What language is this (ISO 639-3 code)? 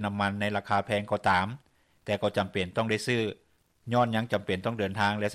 lao